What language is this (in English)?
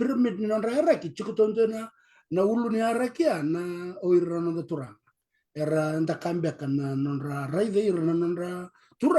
Fijian